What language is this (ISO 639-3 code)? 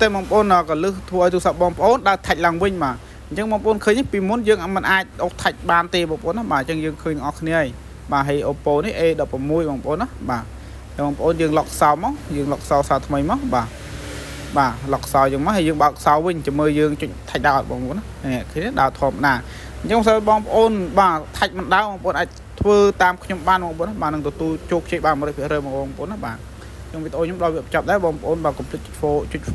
khm